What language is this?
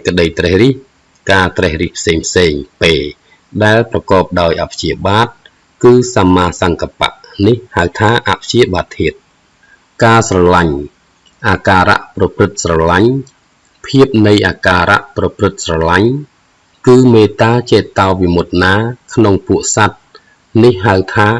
Khmer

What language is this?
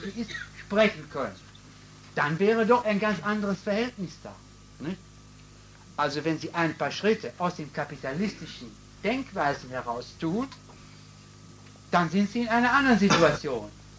German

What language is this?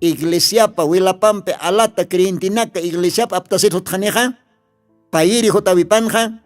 Aymara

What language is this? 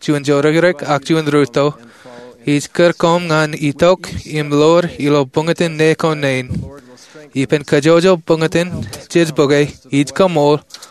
Marshallese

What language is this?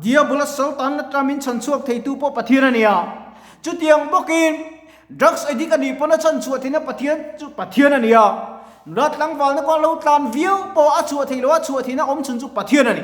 Mizo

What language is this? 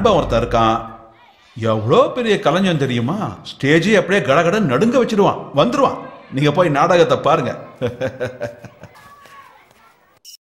Tamil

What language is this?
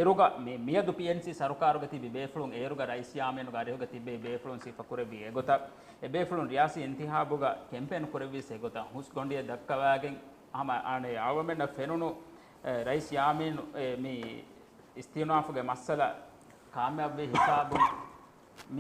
Divehi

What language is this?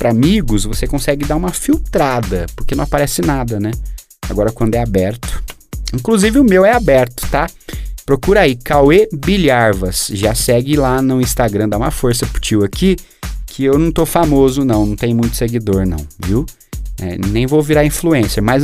Portuguese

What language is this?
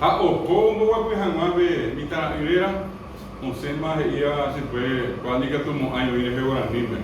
Guarani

